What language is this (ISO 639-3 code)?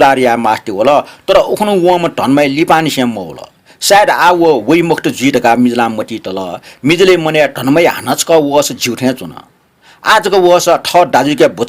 new